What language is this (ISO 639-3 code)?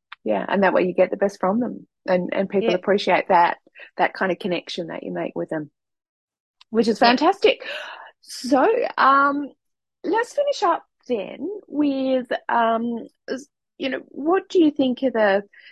eng